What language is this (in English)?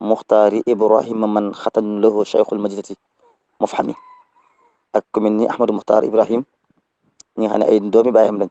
Wolof